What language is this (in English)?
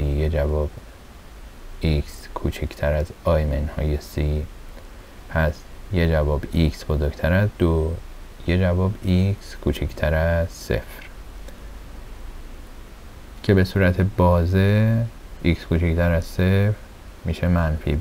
Persian